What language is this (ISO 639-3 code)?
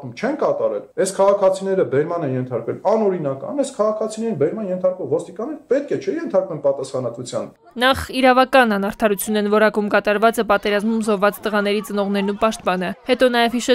hye